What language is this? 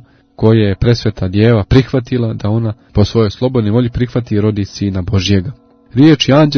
Croatian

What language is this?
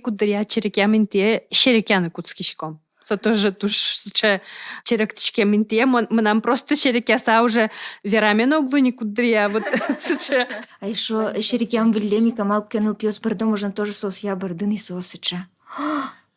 Udmurt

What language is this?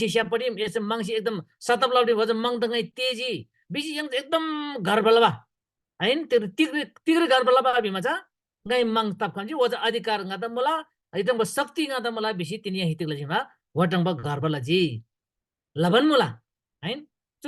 Eastern Tamang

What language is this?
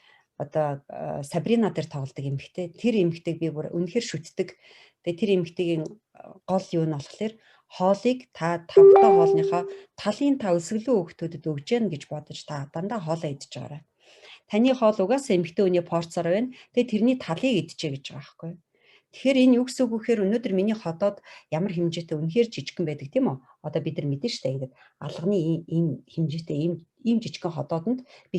Mongolian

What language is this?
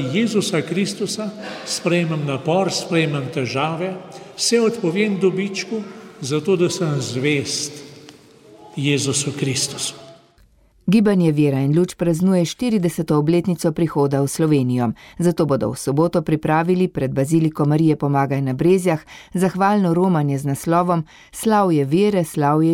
Slovenian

